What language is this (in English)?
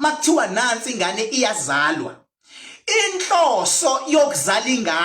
Zulu